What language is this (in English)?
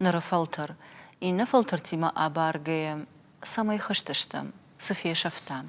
Ossetic